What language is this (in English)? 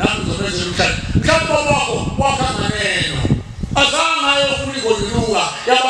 Zulu